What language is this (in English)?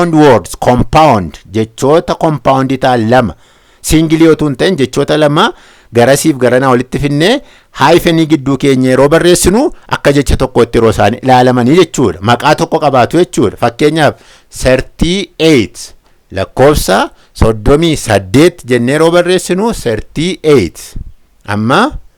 Oromo